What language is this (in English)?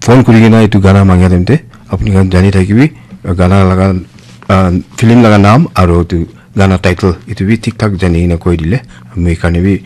Naga Pidgin